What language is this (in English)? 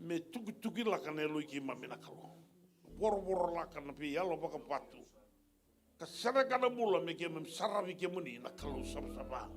Fijian